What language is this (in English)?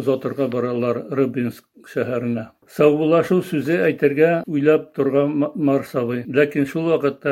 Tatar